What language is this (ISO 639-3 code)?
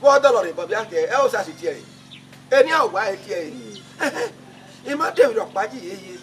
bin